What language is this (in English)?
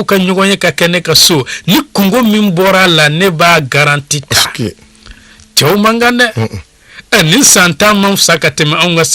Bambara